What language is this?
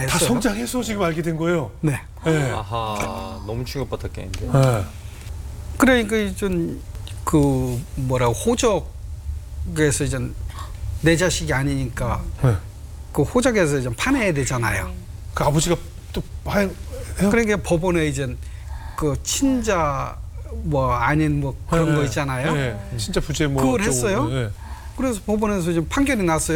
Korean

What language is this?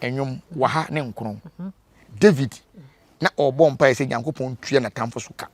Akan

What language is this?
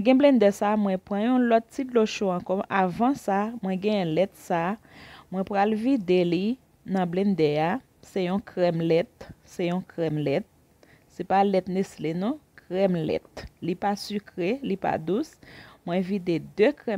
Haitian Creole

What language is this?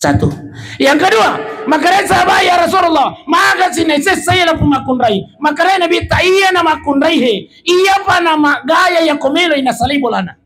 Buginese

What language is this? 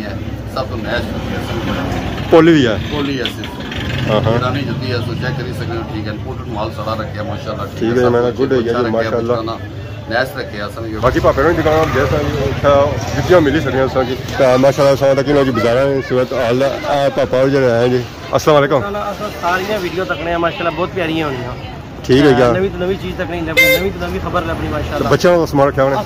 Pahari-Potwari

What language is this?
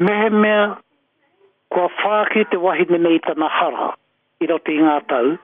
Māori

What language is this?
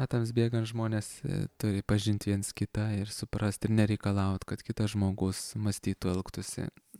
Lithuanian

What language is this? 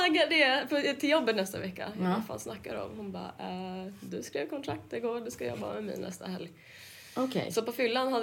Swedish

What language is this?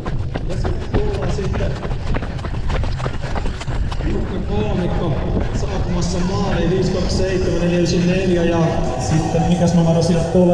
Finnish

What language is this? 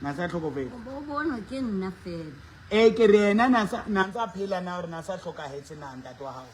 Southern Sotho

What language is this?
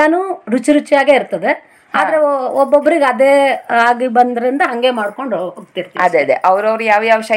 Kannada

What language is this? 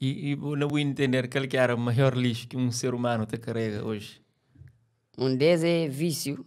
Kabuverdianu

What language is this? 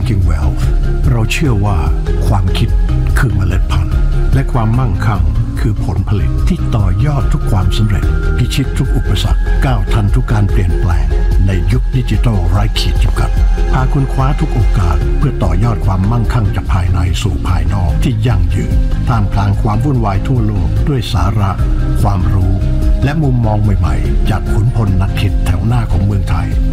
Thai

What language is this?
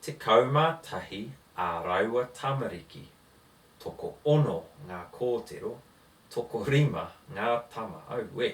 Māori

